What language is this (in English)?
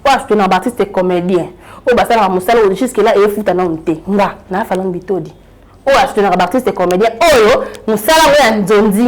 Lingala